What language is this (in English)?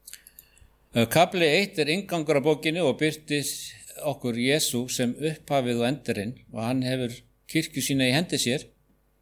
Icelandic